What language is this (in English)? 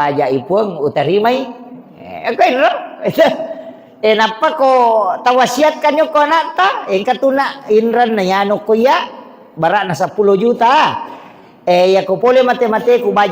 Buginese